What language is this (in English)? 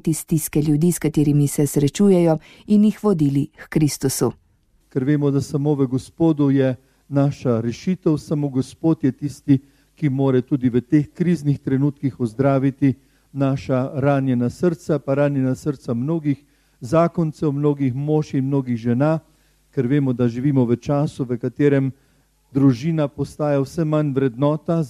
Slovenian